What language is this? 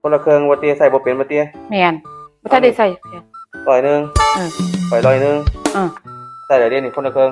Lao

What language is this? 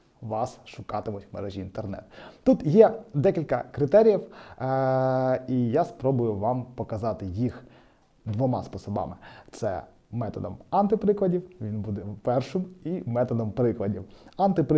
Ukrainian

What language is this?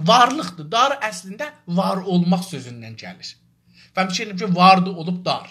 South Azerbaijani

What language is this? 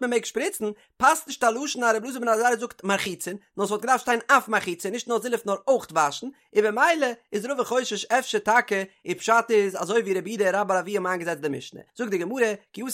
Yiddish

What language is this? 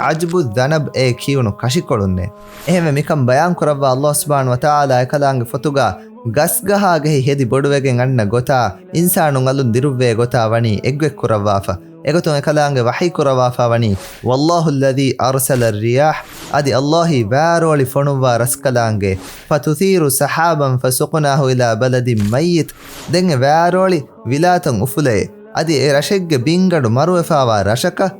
Divehi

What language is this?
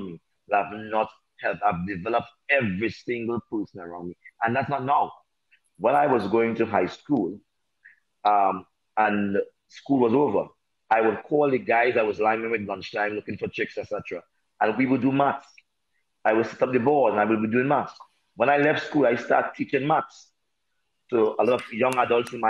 English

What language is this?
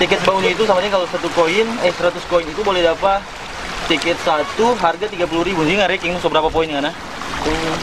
Manado Malay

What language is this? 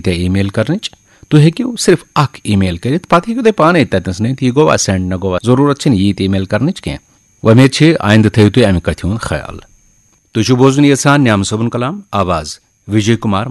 Kashmiri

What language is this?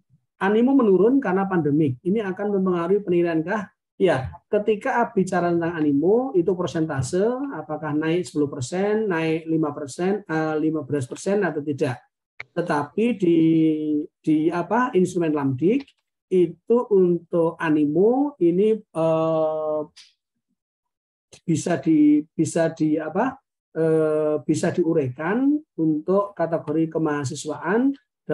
Indonesian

